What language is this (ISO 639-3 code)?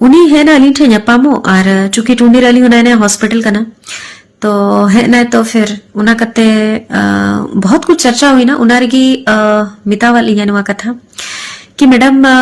sat